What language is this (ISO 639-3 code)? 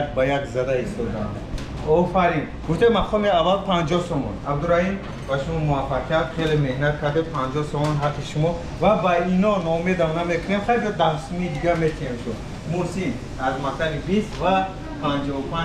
tgk